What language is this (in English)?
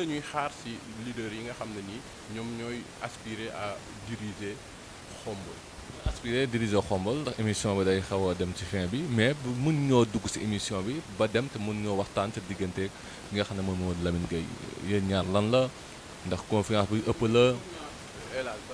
Wolof